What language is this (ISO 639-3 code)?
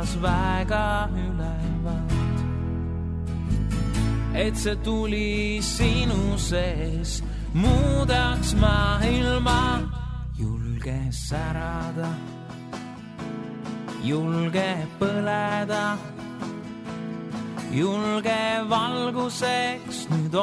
est